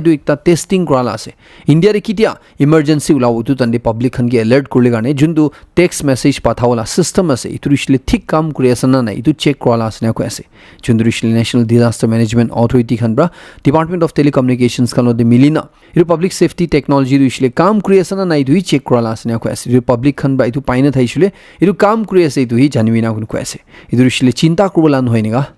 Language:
Naga Pidgin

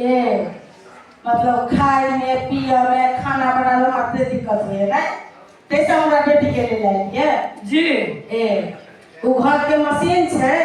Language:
Maithili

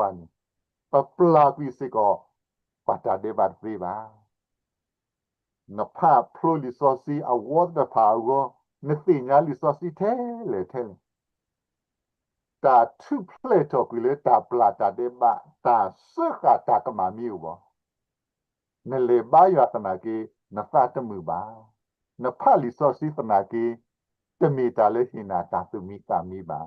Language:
S'gaw Karen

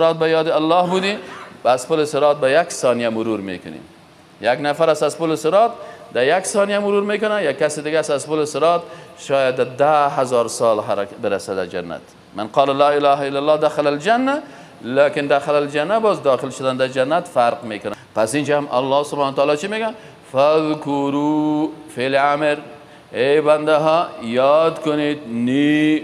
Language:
Persian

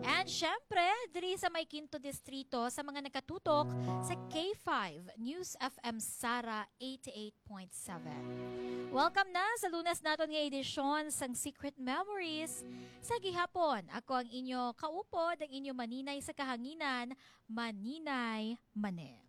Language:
Hiligaynon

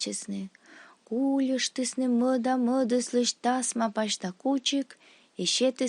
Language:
Komi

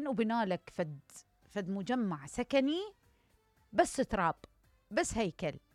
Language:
Mesopotamian Arabic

